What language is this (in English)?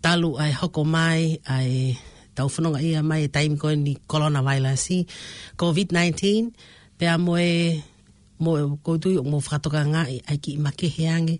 Tongan